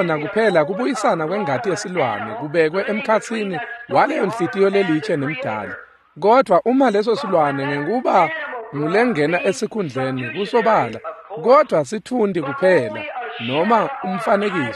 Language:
Swati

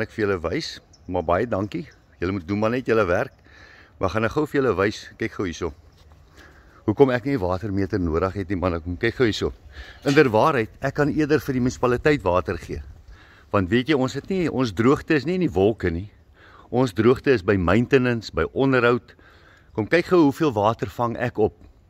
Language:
Afrikaans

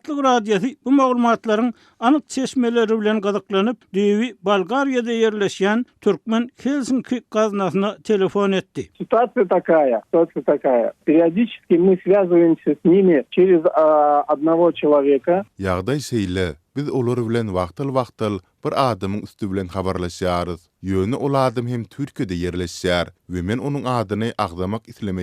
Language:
Turkmen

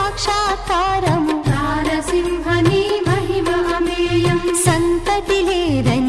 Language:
Telugu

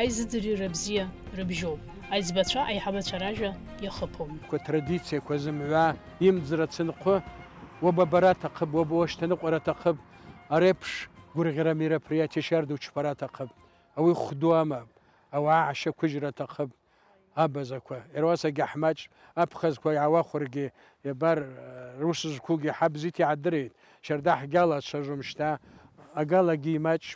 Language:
Abkhazian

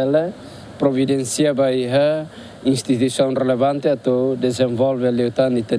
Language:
Tetum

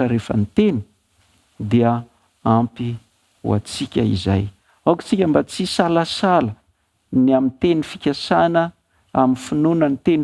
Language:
Malagasy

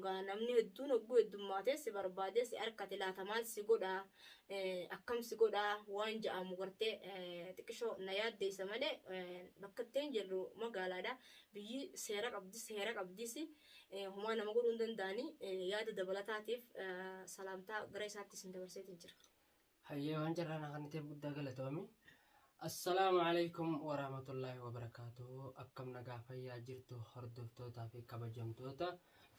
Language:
Oromo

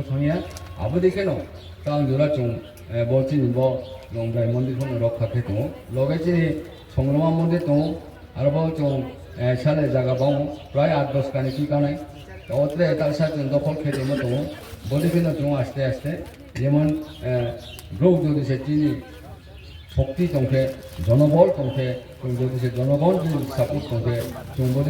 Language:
Riang (India)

